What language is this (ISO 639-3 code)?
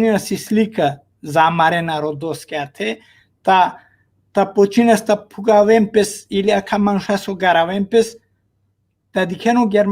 rmn